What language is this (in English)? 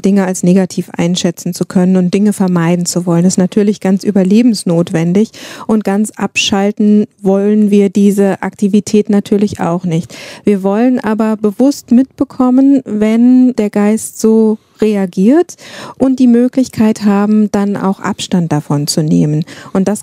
German